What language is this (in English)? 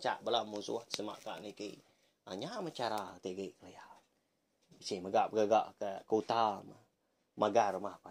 Iban